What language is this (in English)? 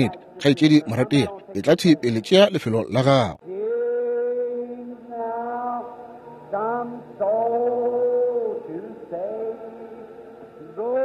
Northern Sotho